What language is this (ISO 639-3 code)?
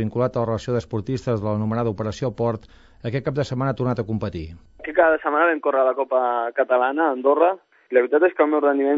cat